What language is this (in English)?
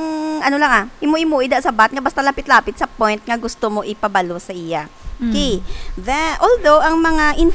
Hiligaynon